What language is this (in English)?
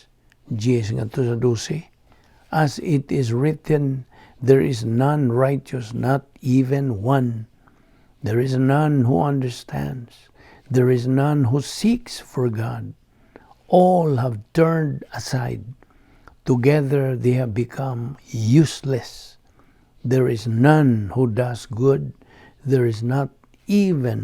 Cebuano